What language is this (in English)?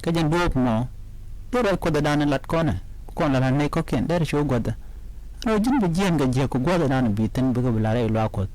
Nuer